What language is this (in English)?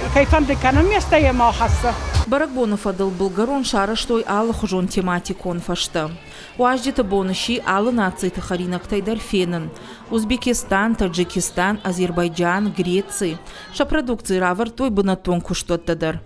Ossetic